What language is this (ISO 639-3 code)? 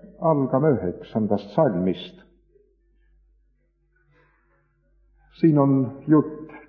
est